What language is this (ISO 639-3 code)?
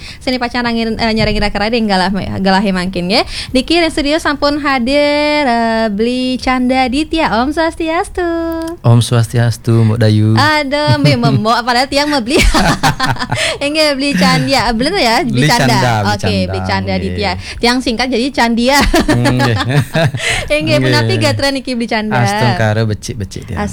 ban